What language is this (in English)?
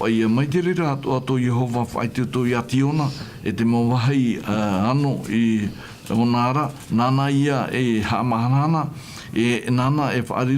Tahitian